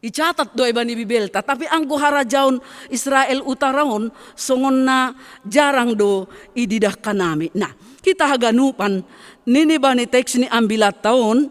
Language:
Batak Simalungun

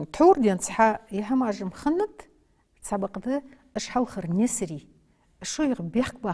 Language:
Ingush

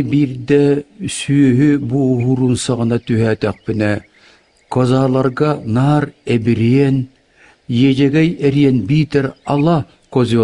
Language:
Yakut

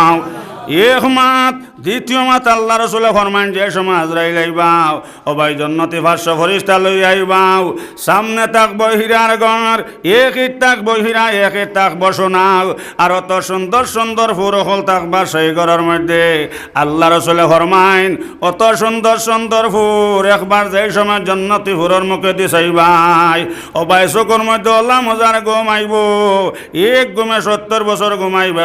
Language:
Sylheti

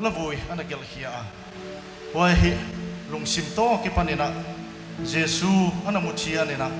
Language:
Paite Chin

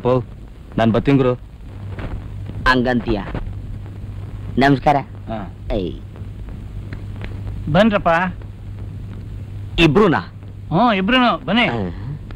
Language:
Kannada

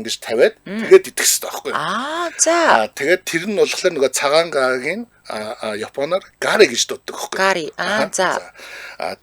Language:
Mongolian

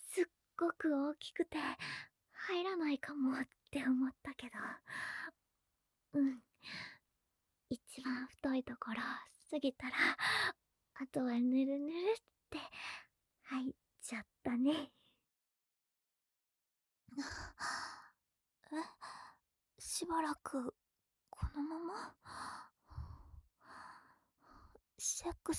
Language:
Japanese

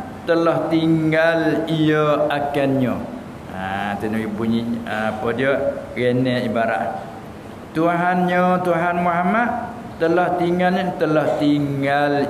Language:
Malay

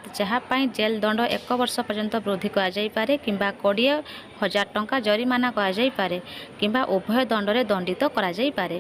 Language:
Odia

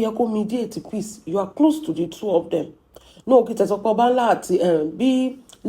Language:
Yoruba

